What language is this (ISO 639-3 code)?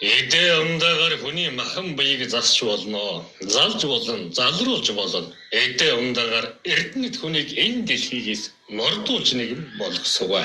mon